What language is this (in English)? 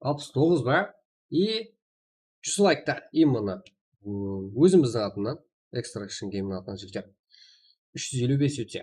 Kara-Kalpak